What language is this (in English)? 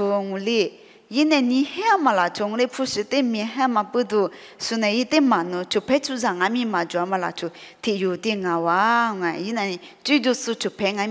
Lisu